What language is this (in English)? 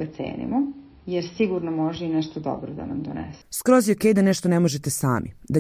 Serbian